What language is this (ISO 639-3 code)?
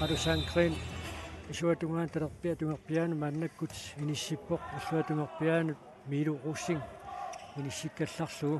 kal